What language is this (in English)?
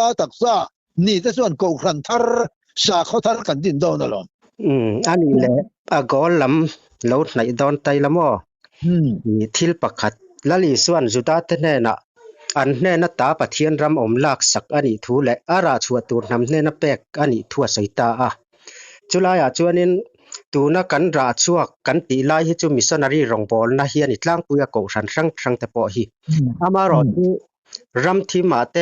Mizo